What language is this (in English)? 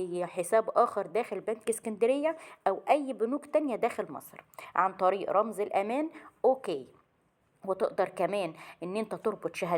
Egyptian Arabic